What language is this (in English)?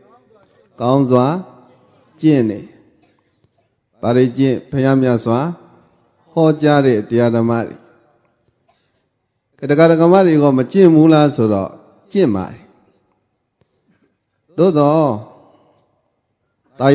Burmese